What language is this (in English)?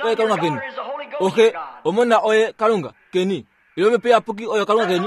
Kuanyama